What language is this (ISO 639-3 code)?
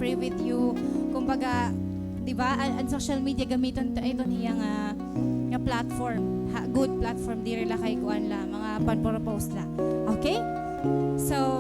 war